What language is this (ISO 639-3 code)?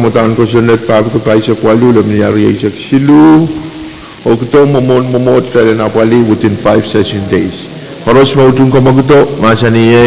pon